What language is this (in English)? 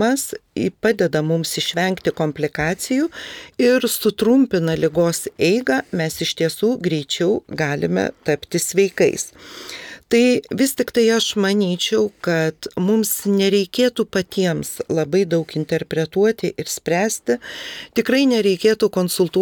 Lithuanian